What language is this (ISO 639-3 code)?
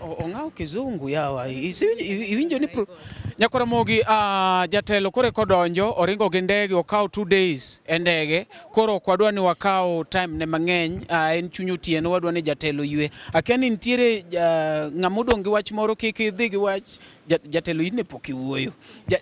luo